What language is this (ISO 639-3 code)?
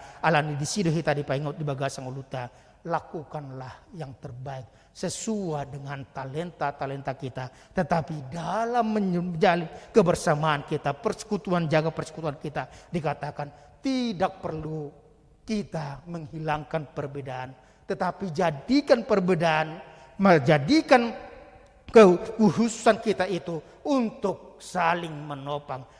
bbc